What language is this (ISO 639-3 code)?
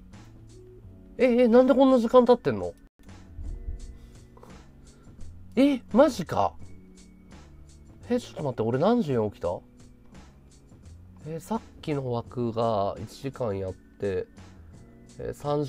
jpn